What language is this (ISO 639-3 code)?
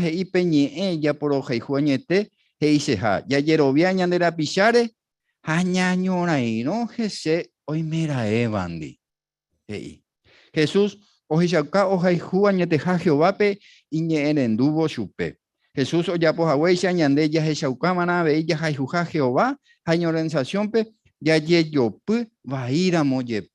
grn